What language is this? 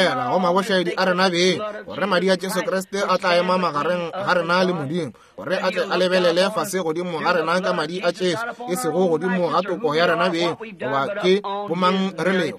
Northern Sotho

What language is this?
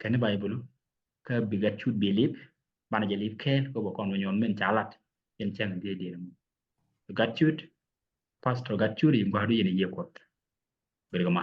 Nuer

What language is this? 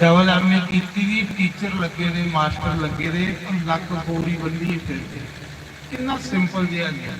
Dogri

